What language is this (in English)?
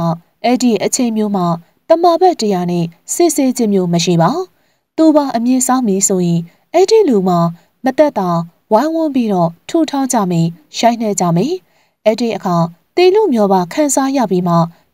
Burmese